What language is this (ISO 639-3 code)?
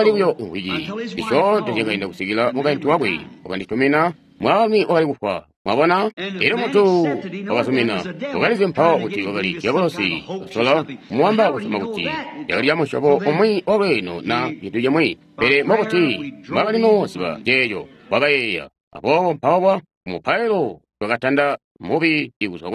toi